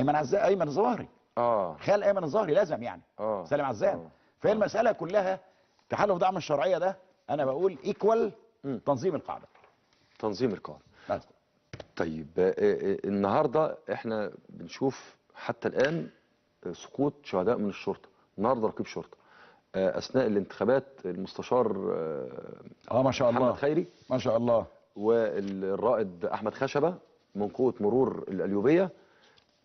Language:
Egyptian Arabic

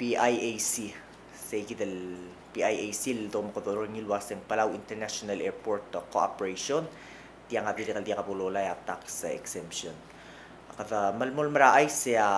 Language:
Palauan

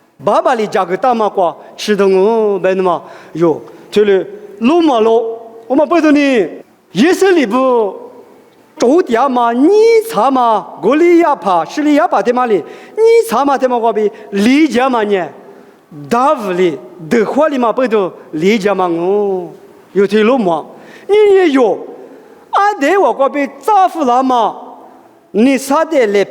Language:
Lisu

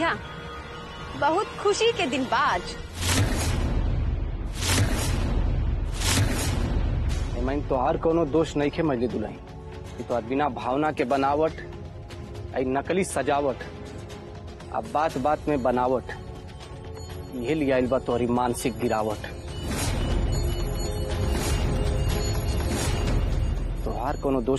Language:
Bhojpuri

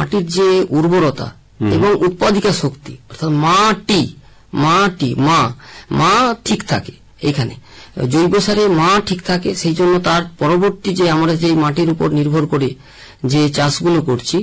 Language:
Bangla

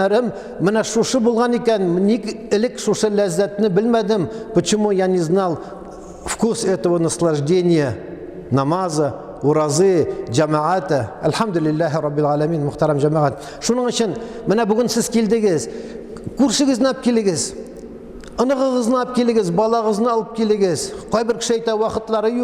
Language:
Tatar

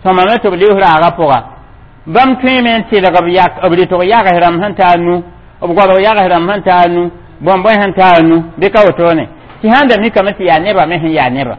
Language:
Mossi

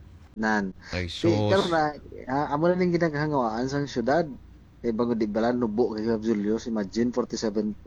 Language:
Hiligaynon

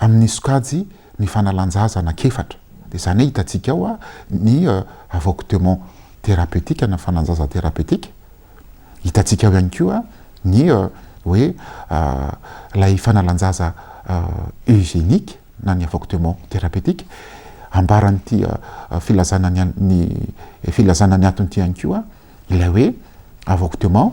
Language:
Malagasy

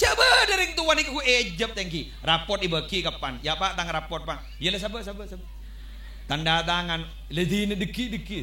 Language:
Madurese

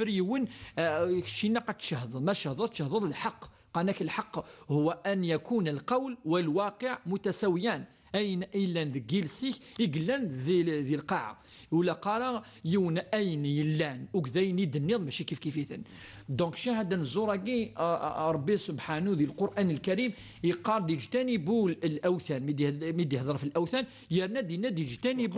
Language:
Kabyle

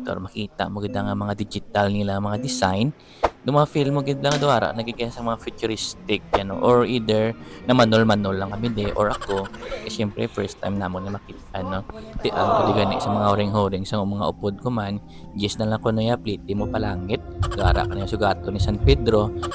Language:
Hiligaynon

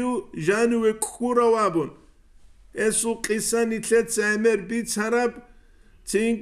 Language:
Avaric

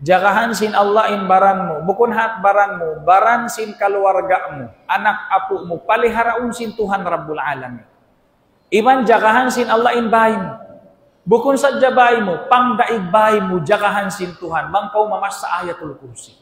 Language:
Tausug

